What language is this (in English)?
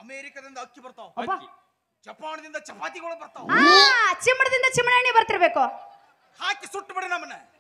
Kannada